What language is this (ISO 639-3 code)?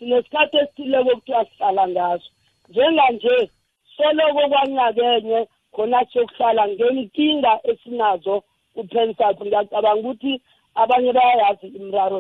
nbl